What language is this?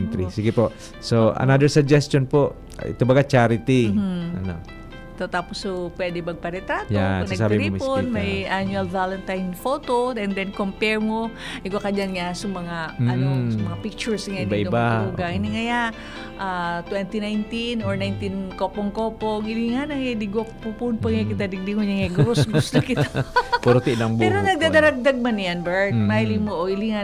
Bikol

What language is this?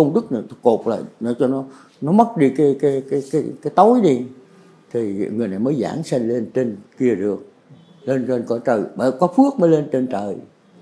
Vietnamese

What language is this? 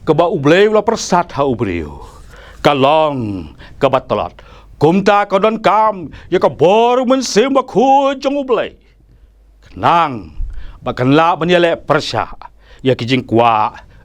Khasi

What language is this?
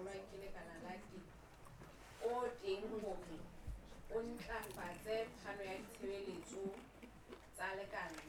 Southern Sotho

